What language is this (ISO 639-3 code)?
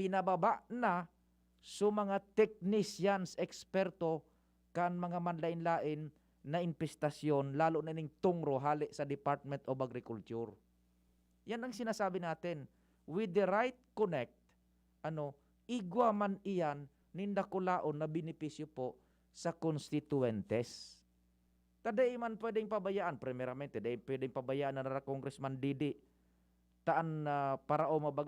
bik